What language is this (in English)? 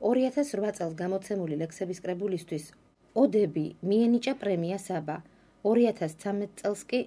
Georgian